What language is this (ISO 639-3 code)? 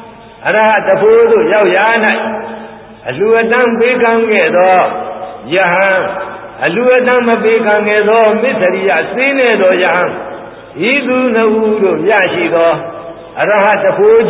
mya